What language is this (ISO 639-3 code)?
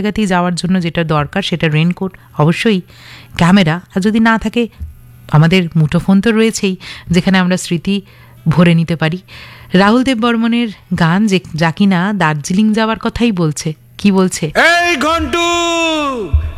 ben